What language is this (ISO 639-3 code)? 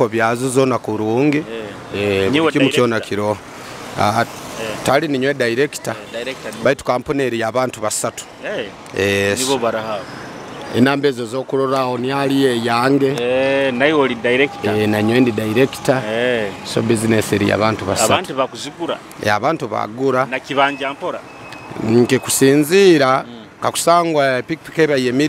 nyo